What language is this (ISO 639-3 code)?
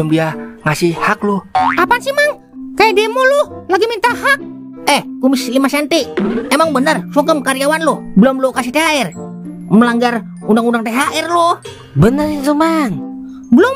bew